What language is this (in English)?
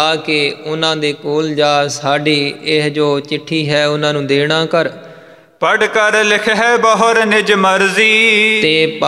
Punjabi